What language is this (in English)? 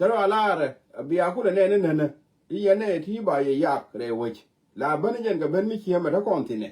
Nuer